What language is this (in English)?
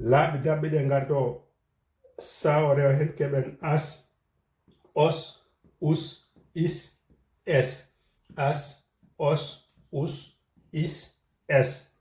Fula